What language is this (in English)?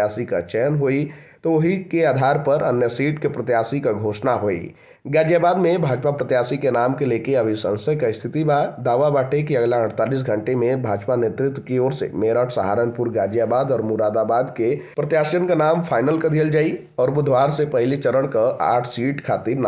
Bhojpuri